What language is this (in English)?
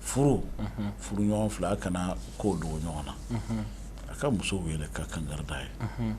Bambara